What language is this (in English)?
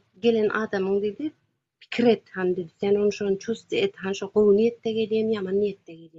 Turkmen